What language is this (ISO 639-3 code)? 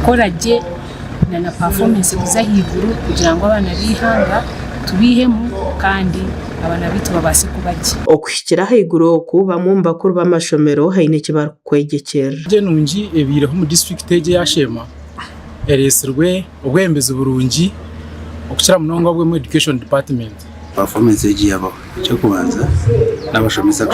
nyn